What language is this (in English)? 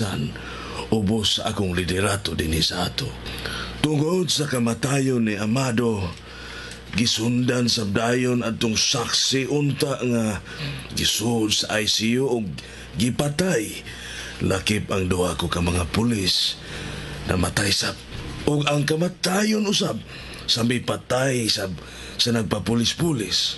Cebuano